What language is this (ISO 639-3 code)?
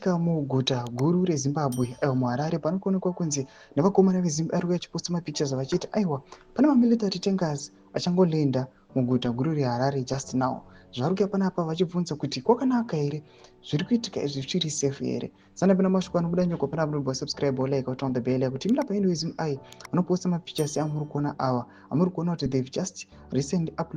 sna